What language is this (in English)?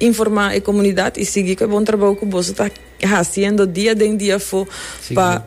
Papiamento